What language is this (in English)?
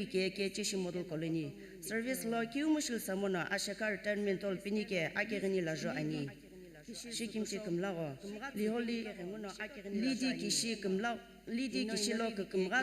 Sumi Naga